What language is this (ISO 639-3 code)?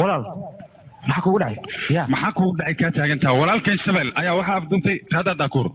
som